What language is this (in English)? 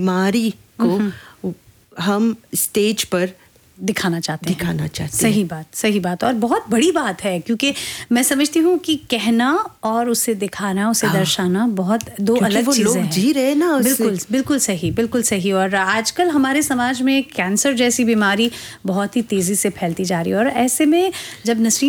Hindi